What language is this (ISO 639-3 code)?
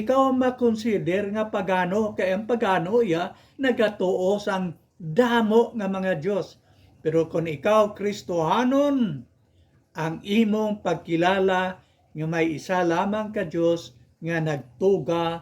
hil